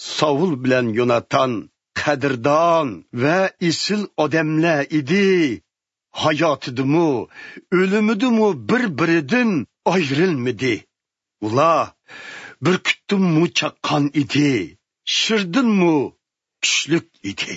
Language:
Uyghur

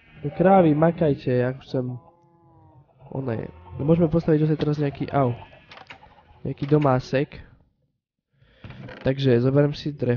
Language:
Slovak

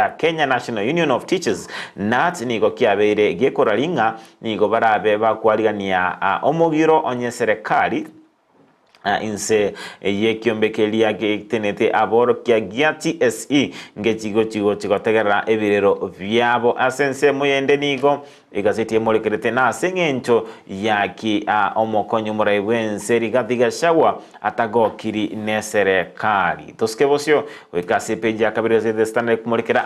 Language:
Gusii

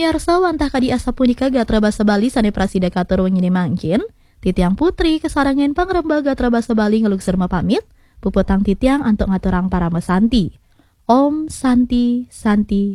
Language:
Balinese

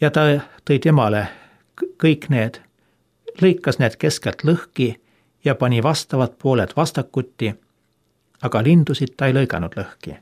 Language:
Estonian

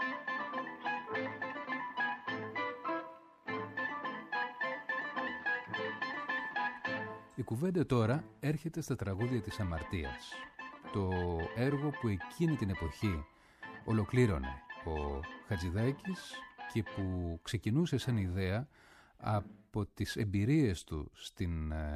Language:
Greek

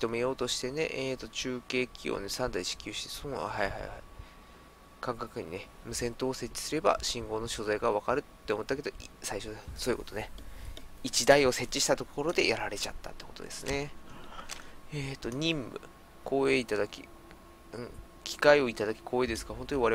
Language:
Japanese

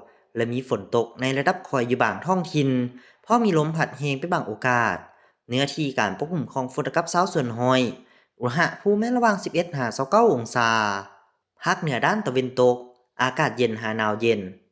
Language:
Lao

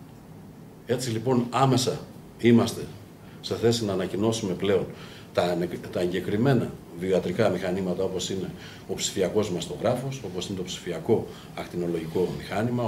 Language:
Greek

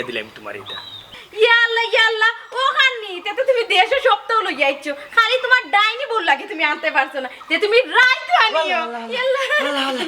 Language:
Sylheti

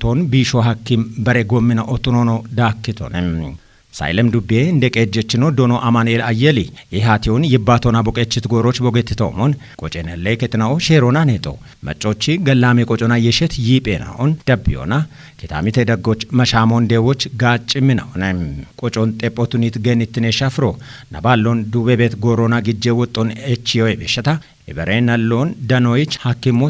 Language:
Kafa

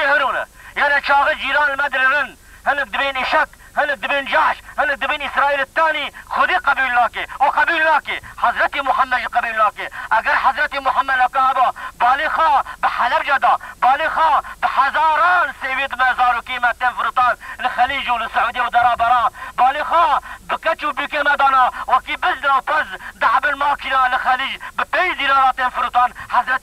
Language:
Kurdish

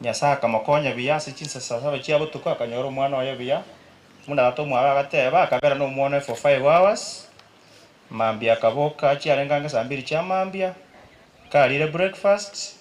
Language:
Gusii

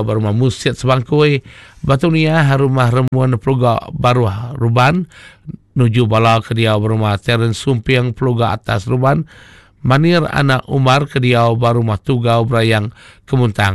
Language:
Iban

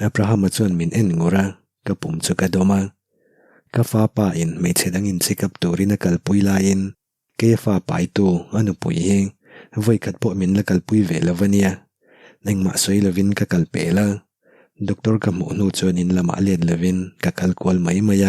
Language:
Mizo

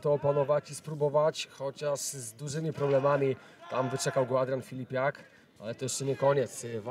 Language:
Polish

